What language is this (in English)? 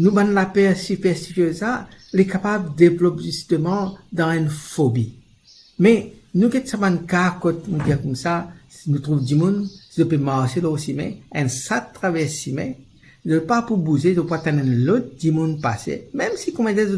Morisyen